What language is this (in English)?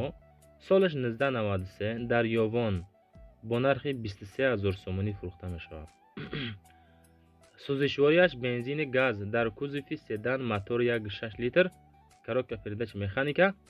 Tajik